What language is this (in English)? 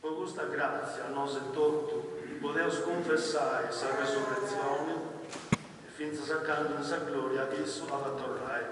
Sardinian